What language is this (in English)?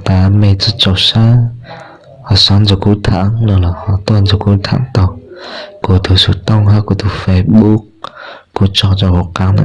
Hmong